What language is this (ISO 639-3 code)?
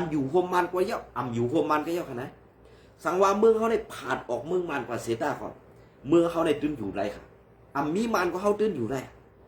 shn